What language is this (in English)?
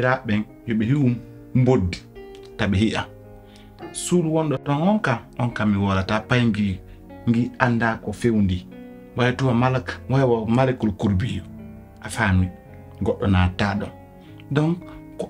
Pular